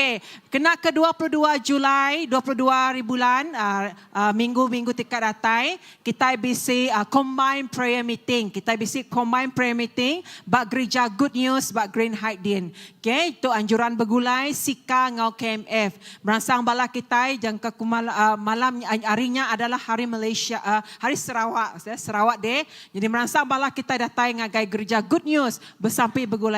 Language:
Iban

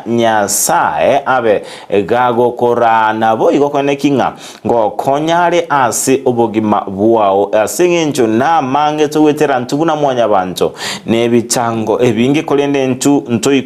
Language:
Gusii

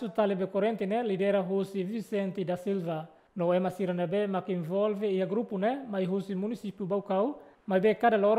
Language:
Tetum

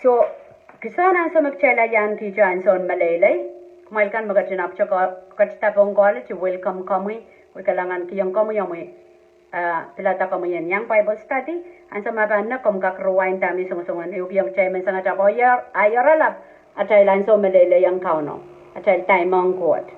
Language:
Pohnpeian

